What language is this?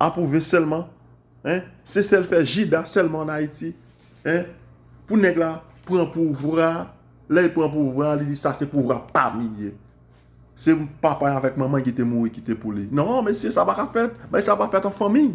Haitian Creole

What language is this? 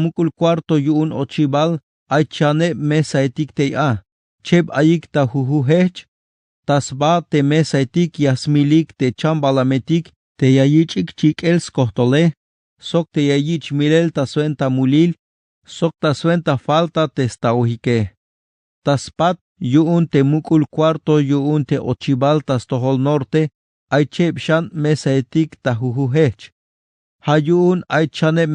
Tzeltal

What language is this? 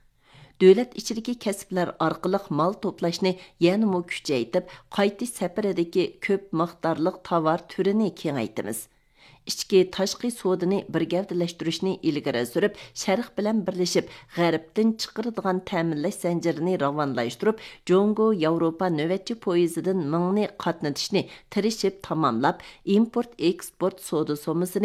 Uyghur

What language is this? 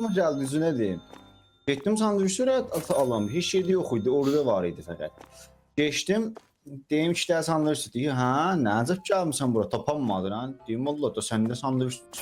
South Azerbaijani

